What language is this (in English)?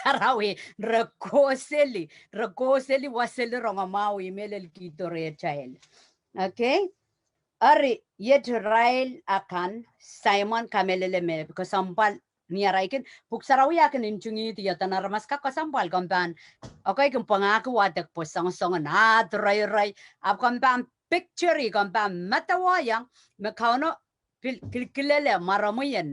Pohnpeian